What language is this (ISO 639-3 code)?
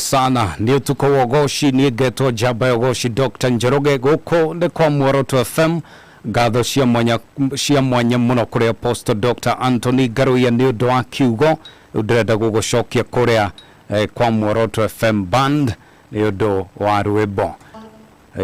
kik